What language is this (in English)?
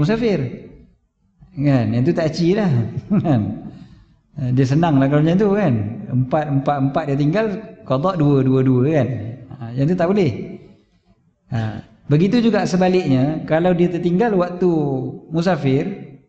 Malay